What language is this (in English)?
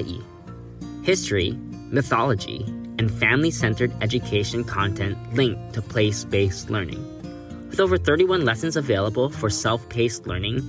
Hawaiian